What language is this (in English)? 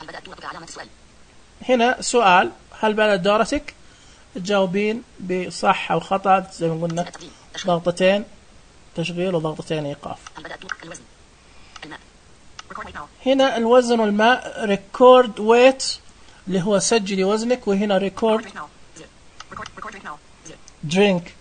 Najdi Arabic